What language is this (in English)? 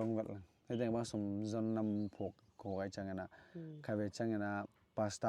Tedim Chin